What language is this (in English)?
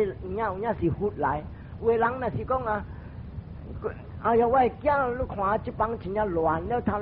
Min Nan Chinese